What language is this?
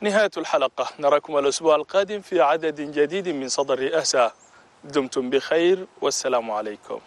Chadian Arabic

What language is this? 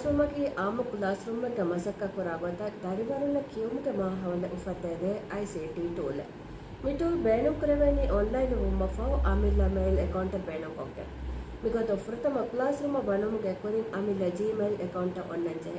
Divehi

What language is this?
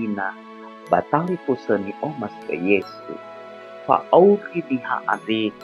Nias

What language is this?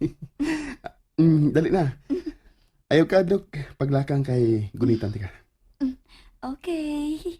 Cebuano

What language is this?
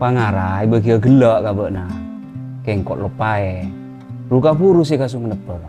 Madurese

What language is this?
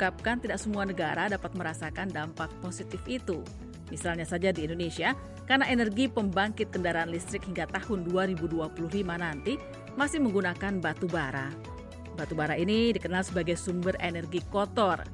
Indonesian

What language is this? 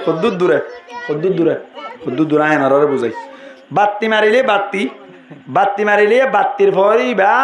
Rohingya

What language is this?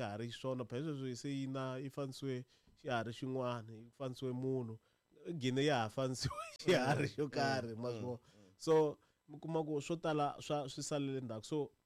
Tsonga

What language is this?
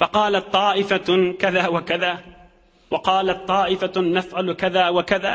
Turkmen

